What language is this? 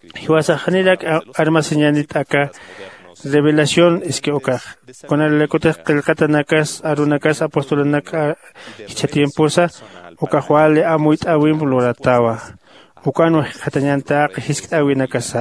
Aymara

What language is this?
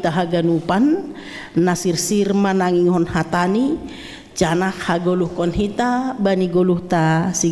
Batak Simalungun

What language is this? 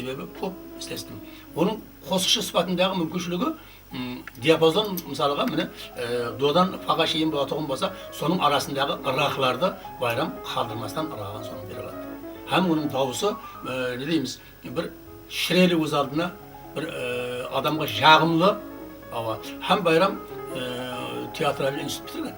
Kara-Kalpak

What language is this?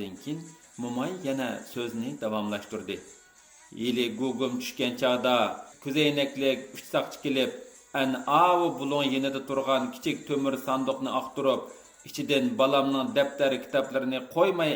Uyghur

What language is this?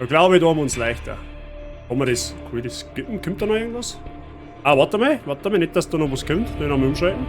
Bavarian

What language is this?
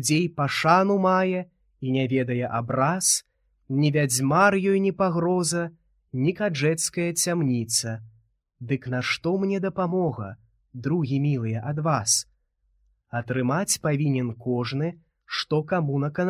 Belarusian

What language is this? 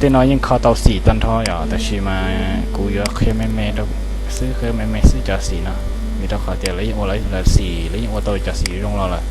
Hmong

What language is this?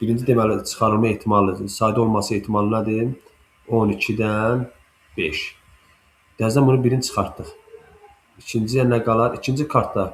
Azerbaijani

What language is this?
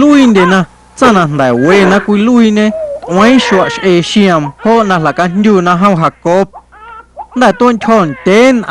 Guerrero Amuzgo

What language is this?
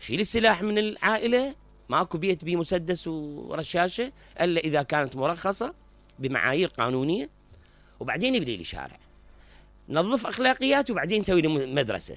Mesopotamian Arabic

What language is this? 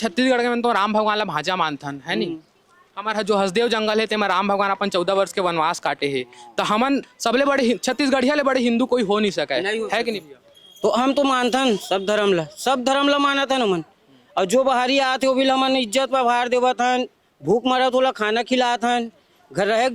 Chhattisgarhi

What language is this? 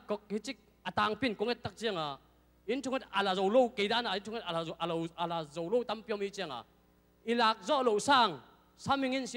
Tedim Chin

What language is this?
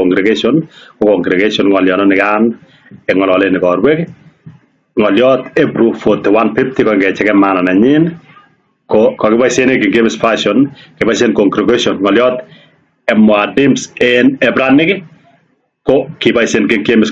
Kalenjin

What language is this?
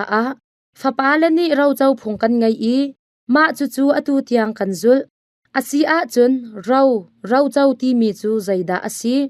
Hakha Chin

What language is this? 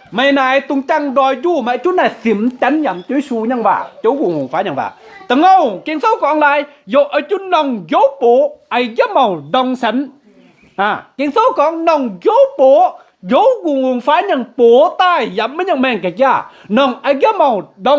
Kim Mun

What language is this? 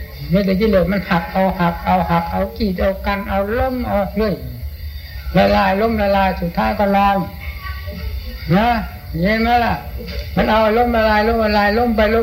Thai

